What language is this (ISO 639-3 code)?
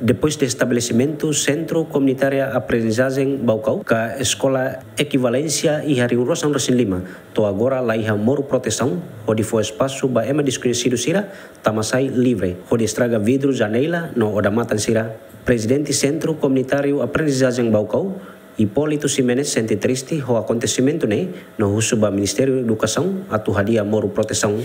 tet